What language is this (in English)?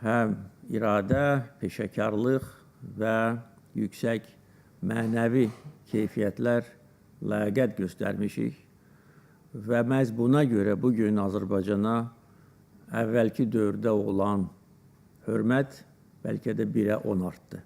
Azerbaijani